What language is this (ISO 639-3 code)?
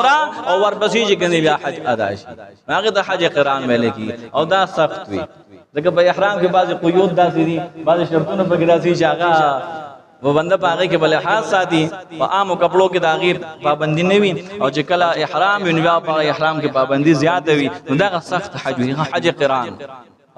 pus